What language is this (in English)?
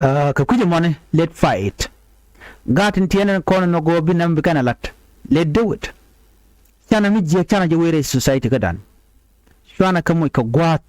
Nuer